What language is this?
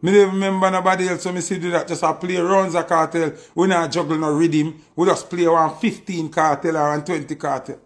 Jamaican Creole English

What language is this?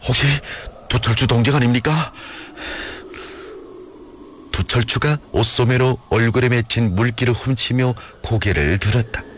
Korean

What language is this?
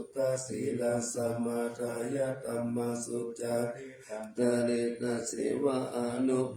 Pali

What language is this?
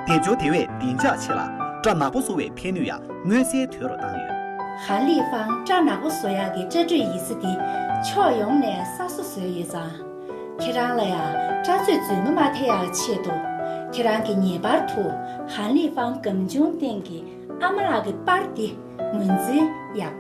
Tibetan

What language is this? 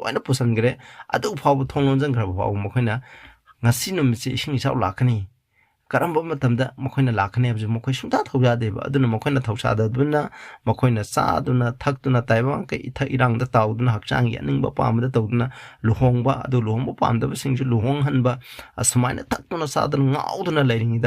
Manipuri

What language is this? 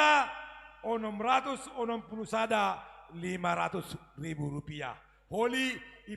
Batak Simalungun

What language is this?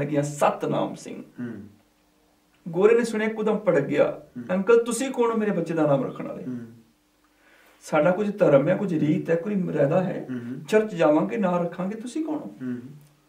Punjabi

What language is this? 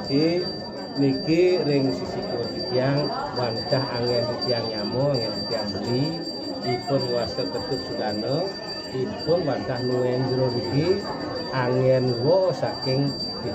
Balinese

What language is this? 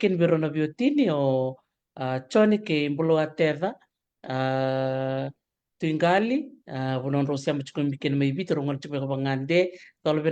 Fijian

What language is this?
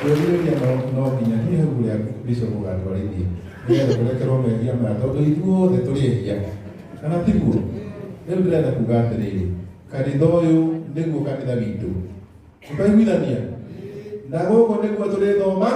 Kikuyu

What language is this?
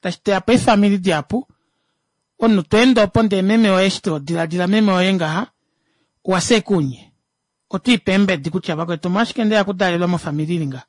Kuanyama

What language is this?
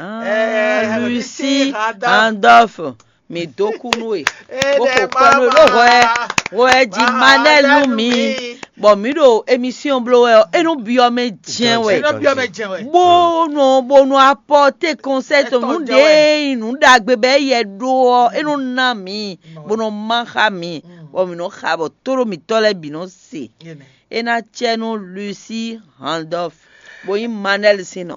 Fon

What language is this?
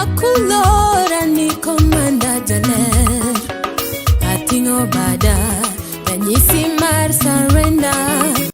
Luo (Kenya and Tanzania)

